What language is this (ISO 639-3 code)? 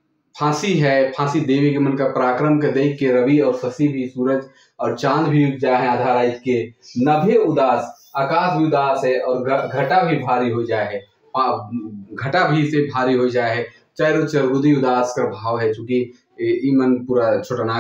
sck